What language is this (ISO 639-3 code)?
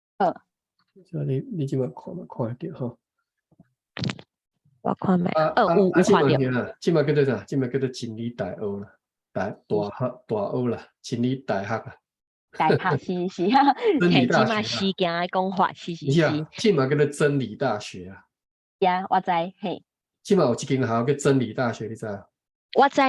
nan